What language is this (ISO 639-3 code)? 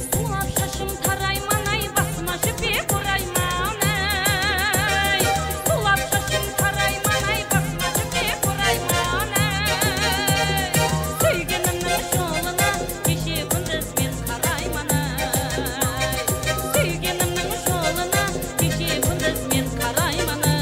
kaa